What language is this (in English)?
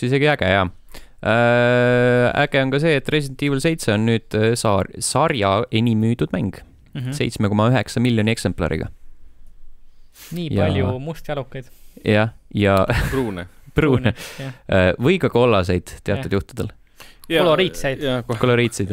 Estonian